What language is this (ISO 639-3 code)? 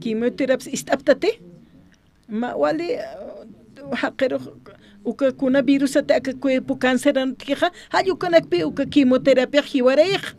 aym